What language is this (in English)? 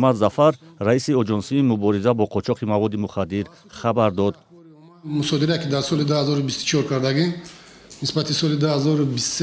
Tajik